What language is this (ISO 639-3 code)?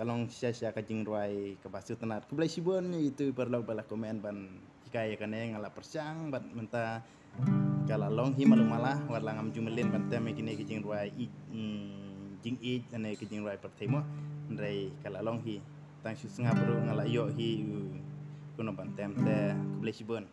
kha